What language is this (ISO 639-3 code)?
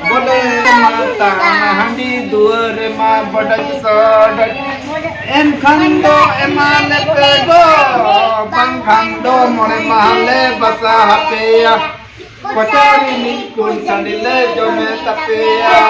sat